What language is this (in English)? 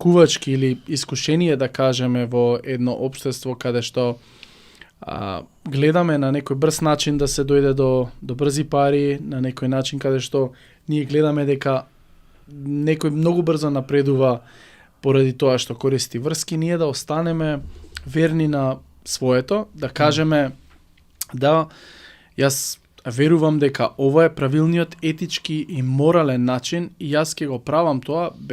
Macedonian